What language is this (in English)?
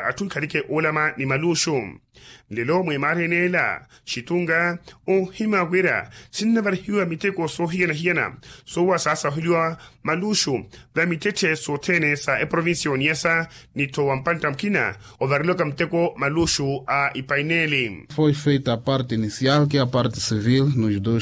Makhuwa